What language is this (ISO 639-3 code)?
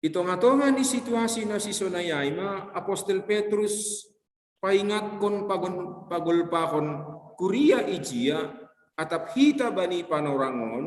bts